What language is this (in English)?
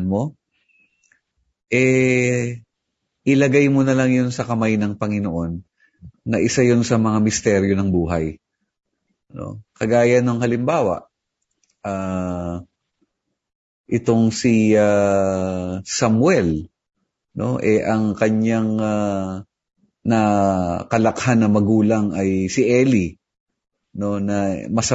Filipino